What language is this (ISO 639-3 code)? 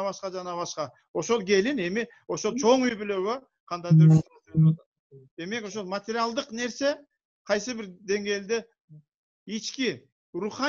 kir